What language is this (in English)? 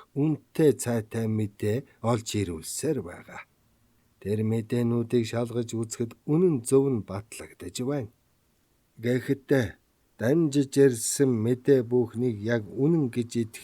Mongolian